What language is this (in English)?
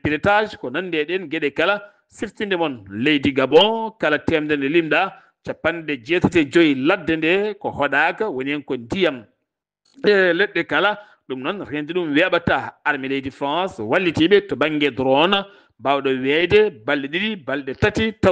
Fula